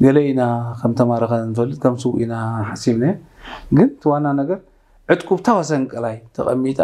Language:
Tigrinya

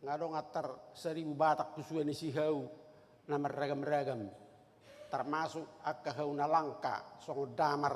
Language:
Batak Toba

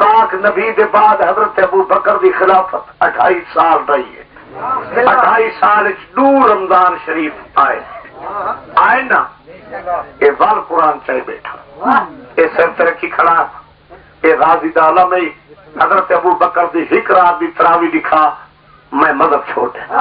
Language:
Pahari-Potwari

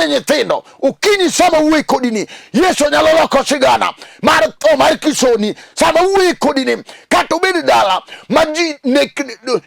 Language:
Luo (Kenya and Tanzania)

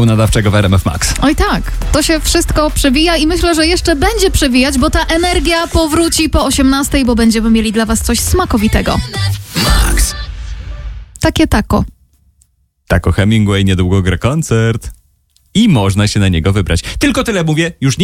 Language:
Polish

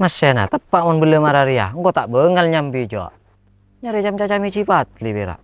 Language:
Madurese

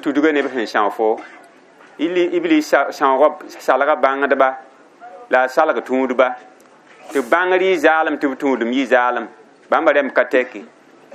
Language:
Mossi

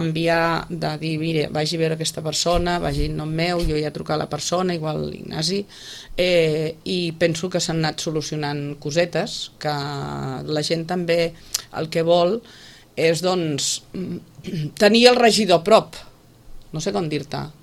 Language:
Catalan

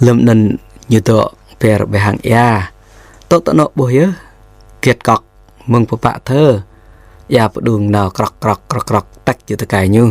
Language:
Jarai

